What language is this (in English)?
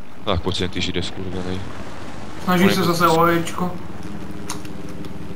Czech